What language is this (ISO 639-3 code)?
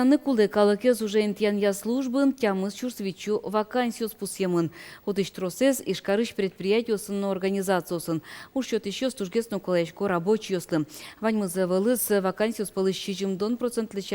udm